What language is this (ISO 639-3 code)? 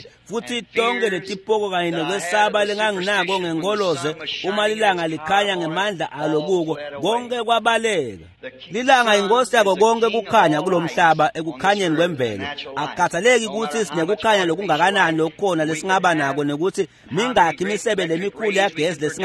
ssw